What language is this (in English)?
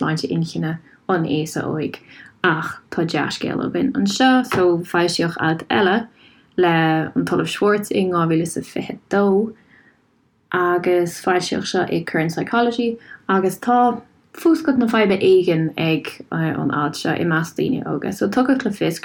Irish